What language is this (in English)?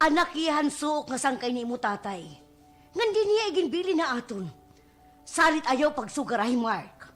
Waray